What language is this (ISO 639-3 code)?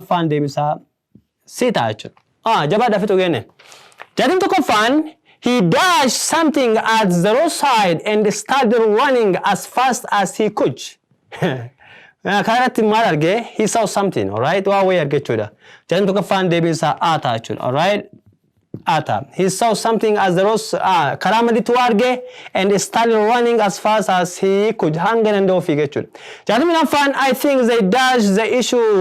orm